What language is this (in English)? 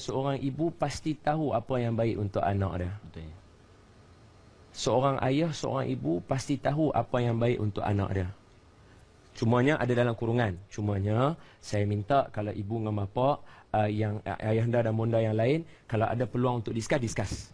Malay